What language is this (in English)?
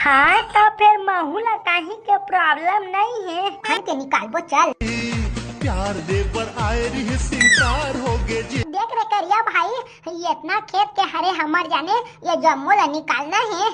Chhattisgarhi